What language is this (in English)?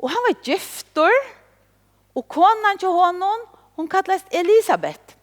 Faroese